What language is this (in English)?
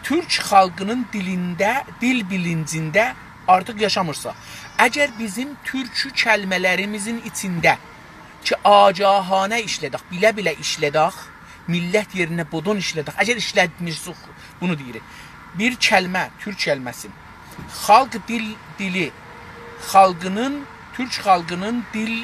South Azerbaijani